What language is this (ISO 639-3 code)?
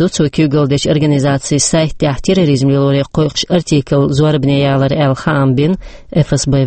che